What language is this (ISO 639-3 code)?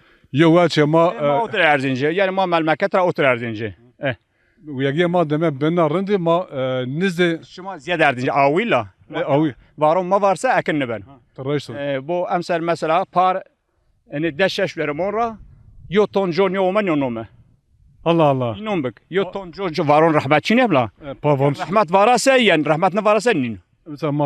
zza